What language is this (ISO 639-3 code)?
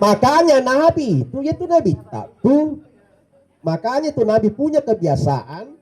bug